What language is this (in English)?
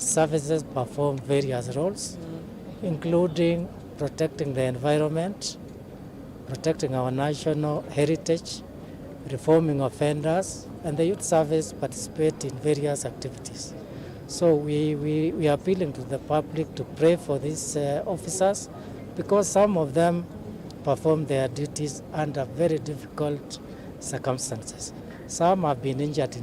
Kamba